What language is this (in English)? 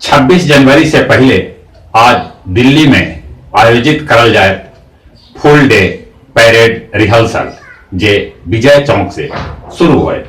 Magahi